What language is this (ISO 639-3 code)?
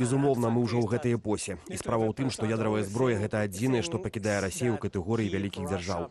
bel